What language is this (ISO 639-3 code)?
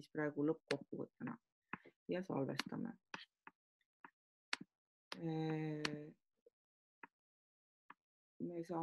est